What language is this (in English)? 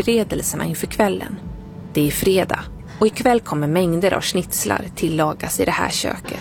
Swedish